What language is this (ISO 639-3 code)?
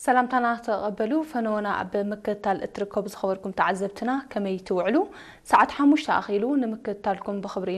tir